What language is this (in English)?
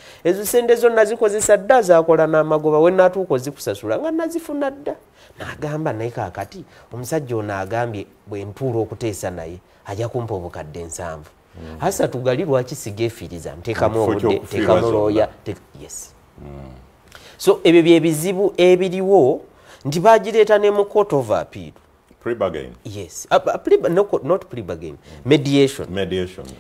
Ganda